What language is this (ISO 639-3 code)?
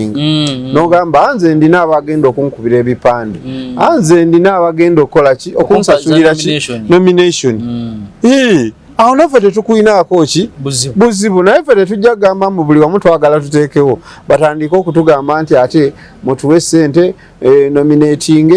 lug